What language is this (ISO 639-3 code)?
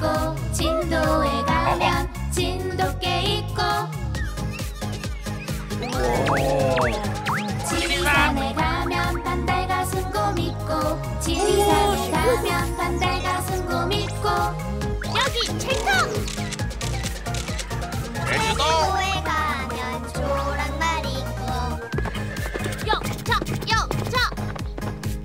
kor